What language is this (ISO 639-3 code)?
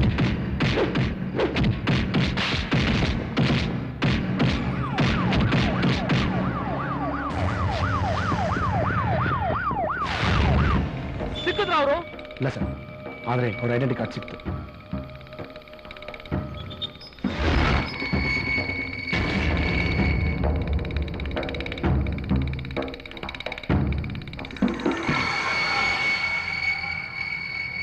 kan